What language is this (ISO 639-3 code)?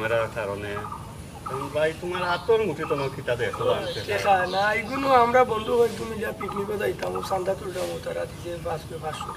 syl